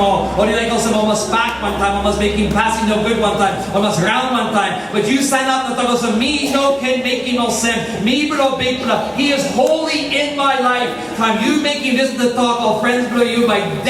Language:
Tok Pisin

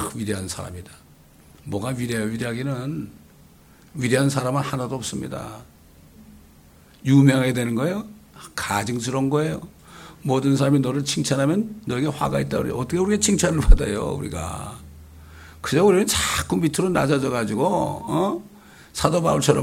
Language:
Korean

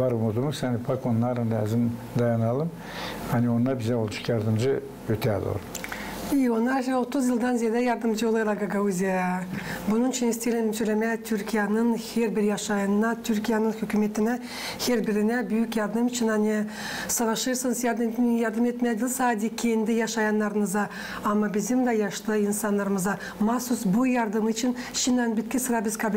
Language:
Gagauz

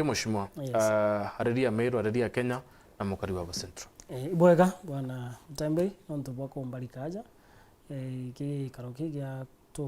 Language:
Meru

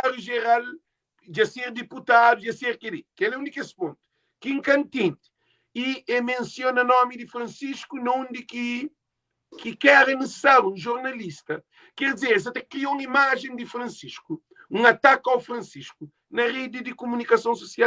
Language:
Kabuverdianu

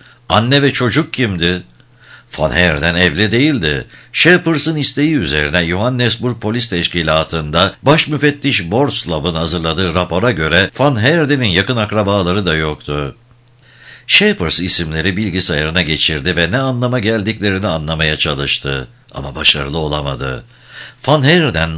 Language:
Turkish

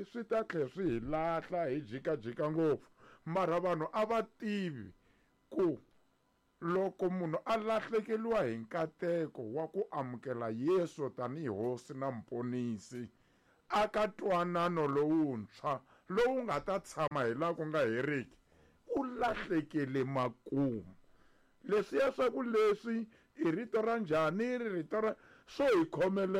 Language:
Tsonga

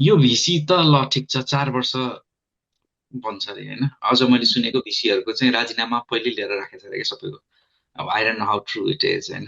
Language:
Nepali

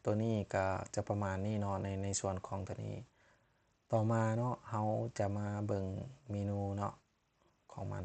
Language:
Lao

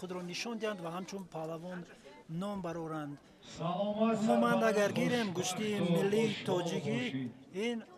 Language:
Tajik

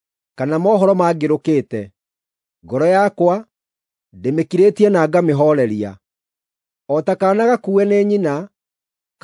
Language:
Kikuyu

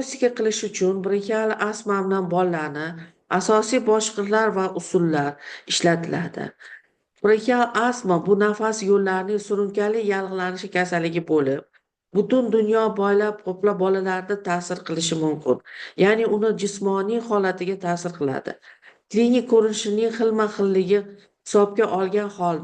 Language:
Uzbek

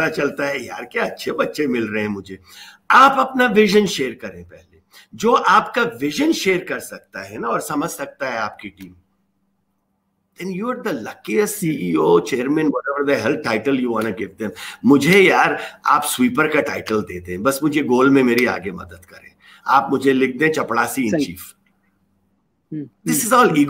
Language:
Urdu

